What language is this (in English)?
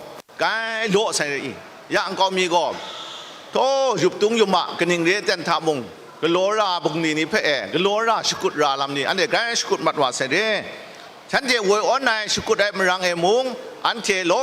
Kachin